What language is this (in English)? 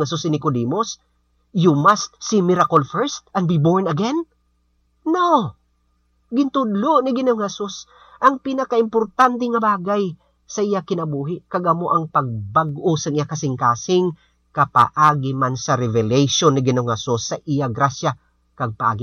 Hiligaynon